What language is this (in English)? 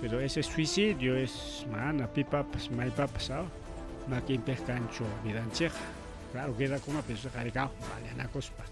Ayacucho Quechua